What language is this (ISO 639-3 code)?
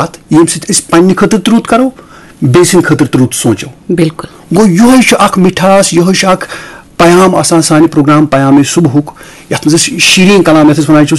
kas